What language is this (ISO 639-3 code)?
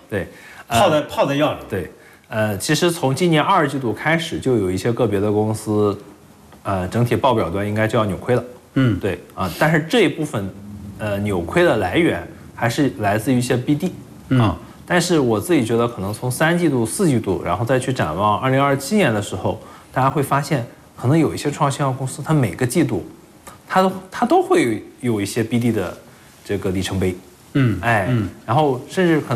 zho